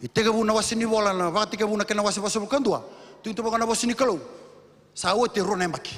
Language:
Fijian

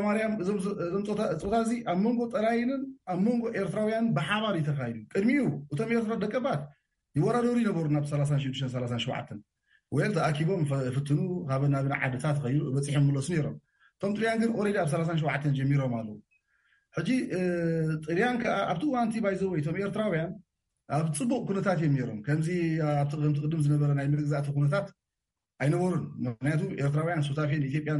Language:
Tigrinya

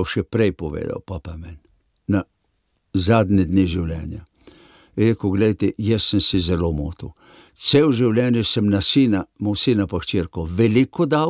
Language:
Slovenian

